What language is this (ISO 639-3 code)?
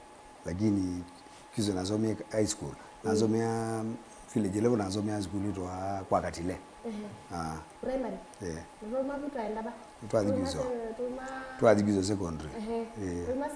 kam